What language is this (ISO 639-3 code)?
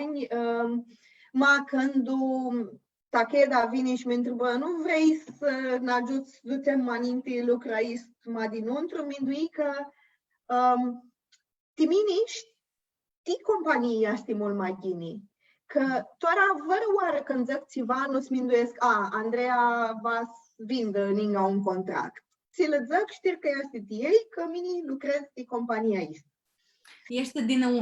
rup